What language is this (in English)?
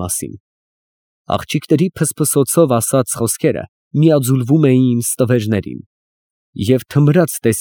Armenian